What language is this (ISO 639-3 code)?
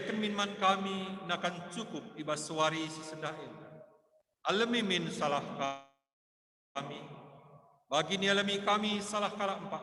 btx